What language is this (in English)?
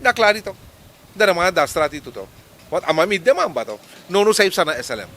Sranan Tongo